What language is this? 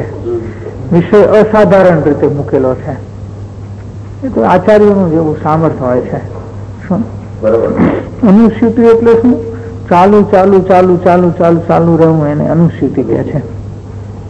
Gujarati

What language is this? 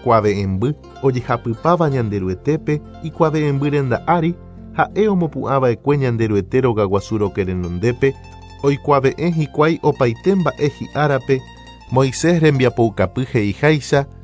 Guarani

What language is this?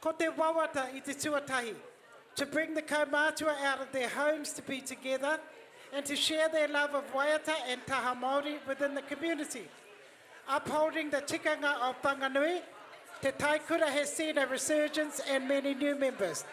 Māori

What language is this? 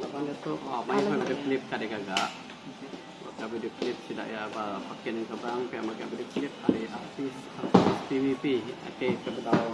Iban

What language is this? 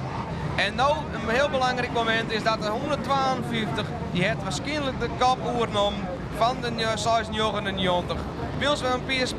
Western Frisian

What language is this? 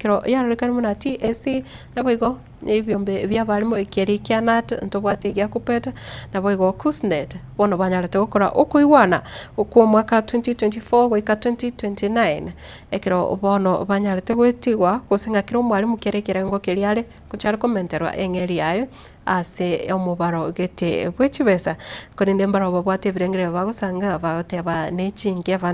Gusii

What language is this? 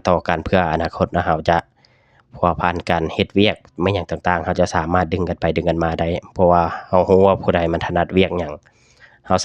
Lao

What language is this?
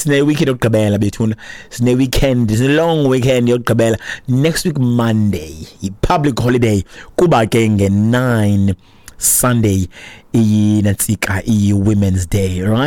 Xhosa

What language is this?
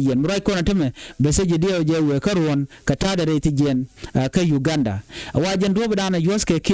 Nuer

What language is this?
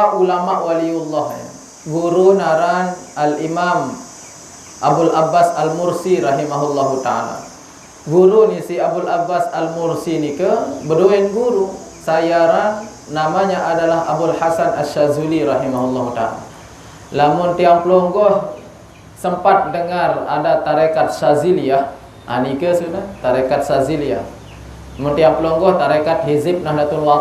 Sasak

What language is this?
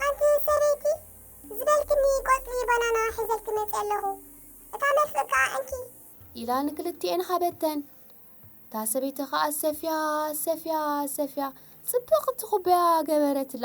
Tigrinya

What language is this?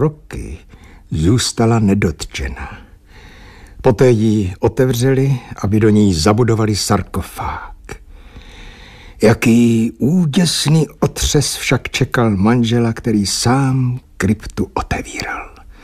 Czech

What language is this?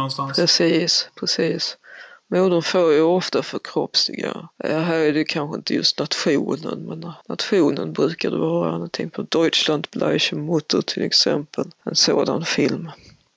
Swedish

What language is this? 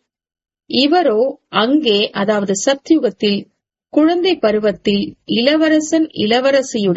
Tamil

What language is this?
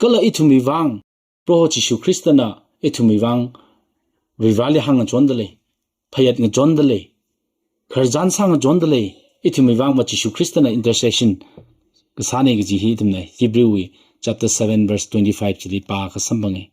Tangkhul Naga (India)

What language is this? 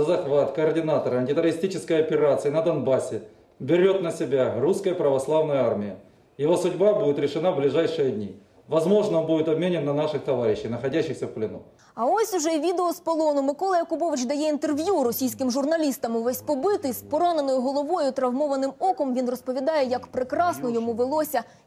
Ukrainian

